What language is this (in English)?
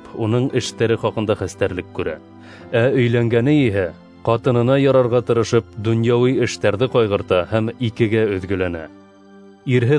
Bashkir